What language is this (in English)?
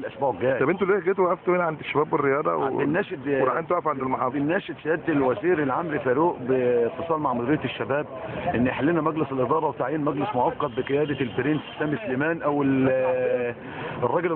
Egyptian Arabic